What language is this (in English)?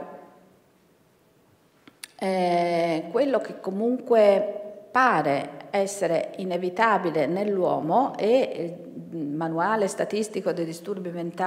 Italian